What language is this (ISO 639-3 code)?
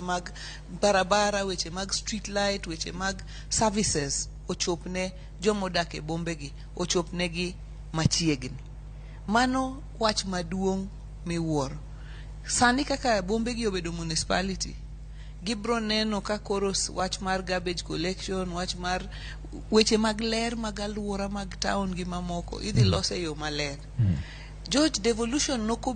luo